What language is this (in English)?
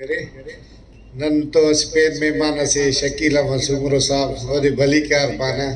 Brahui